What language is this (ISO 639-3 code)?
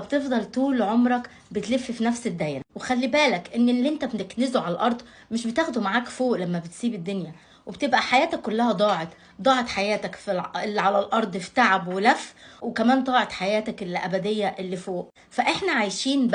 arz